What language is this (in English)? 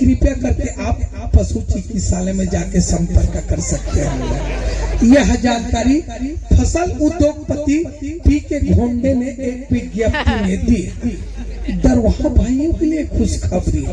Chhattisgarhi